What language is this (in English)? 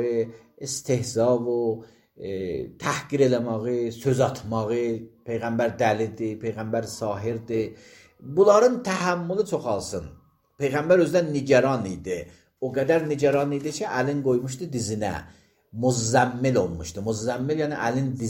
Azerbaijani